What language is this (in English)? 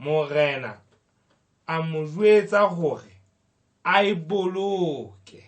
Southern Sotho